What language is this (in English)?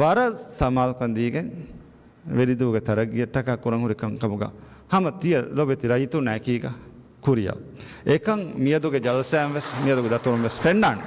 Divehi